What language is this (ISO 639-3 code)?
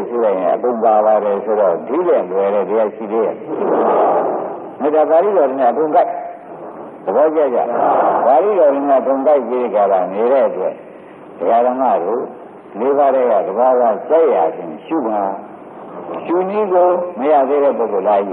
mya